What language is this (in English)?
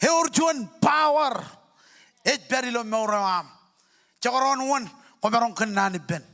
Marshallese